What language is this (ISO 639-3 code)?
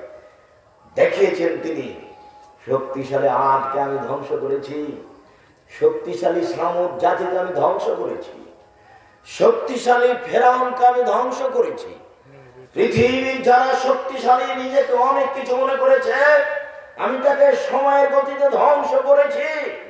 ben